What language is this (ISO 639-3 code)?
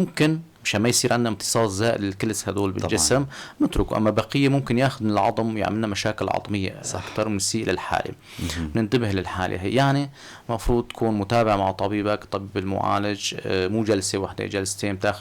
apc